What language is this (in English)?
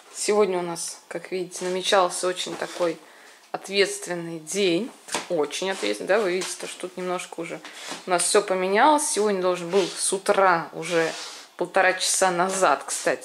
Russian